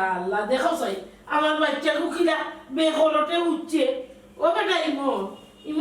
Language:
Sylheti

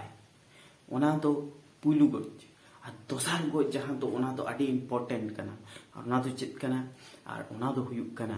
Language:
Santali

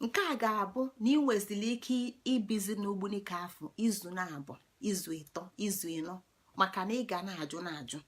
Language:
Igbo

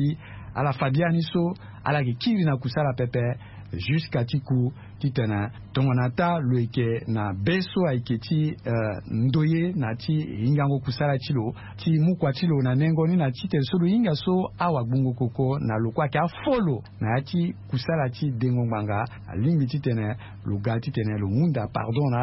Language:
Sango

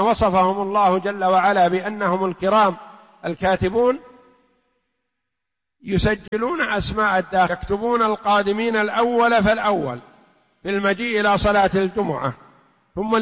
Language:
Arabic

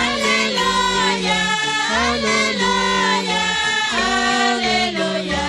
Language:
Kekchí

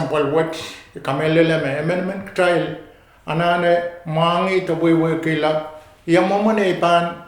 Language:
Pohnpeian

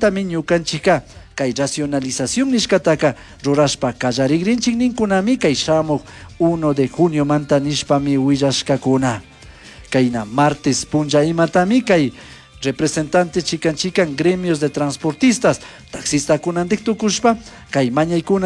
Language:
Chimborazo Highland Quichua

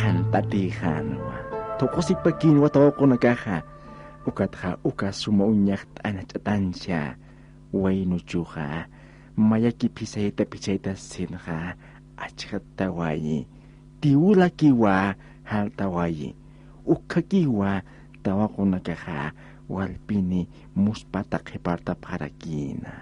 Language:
Aymara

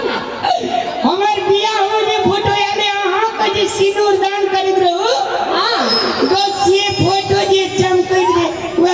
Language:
Maithili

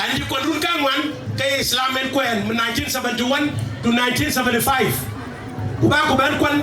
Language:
Dinka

